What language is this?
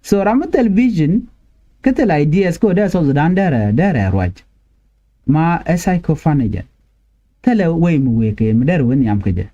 Nuer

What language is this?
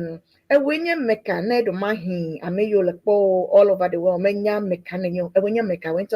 Ewe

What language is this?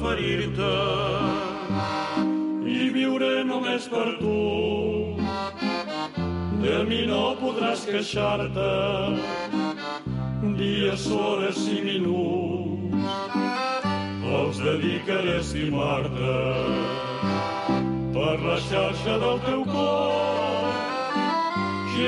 Catalan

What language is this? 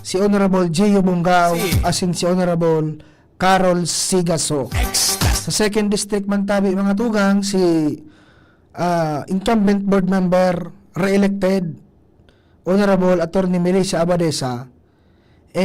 Bikol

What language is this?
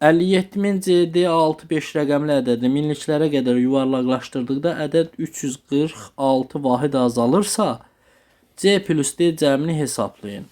Azerbaijani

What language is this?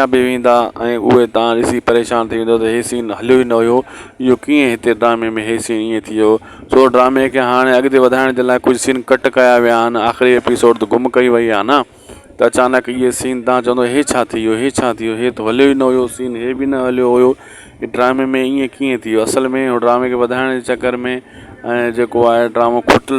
Sindhi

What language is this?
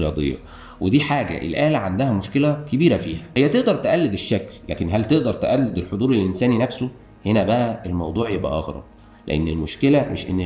Egyptian Arabic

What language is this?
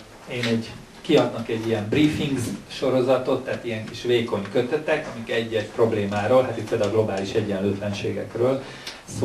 Hungarian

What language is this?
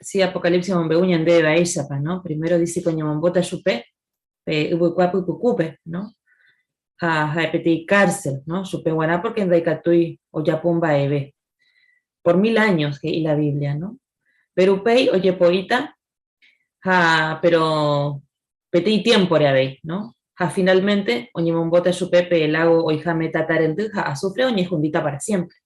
Guarani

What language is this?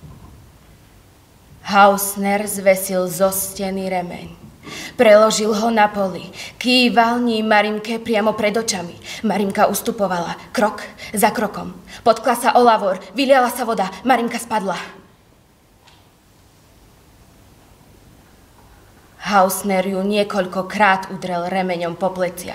Slovak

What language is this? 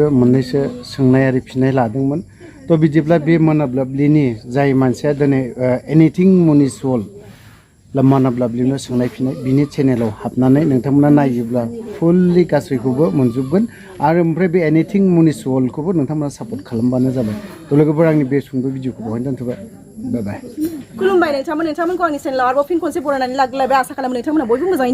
Bodo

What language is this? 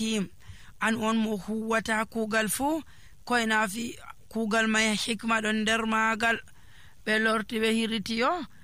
Nigerian Fulfulde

